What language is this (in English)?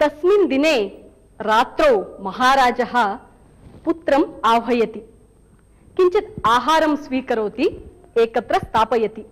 Sanskrit